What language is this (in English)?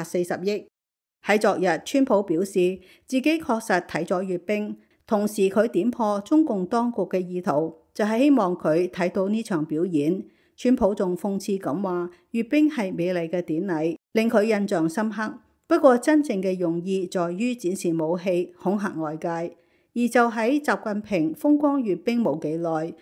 Cantonese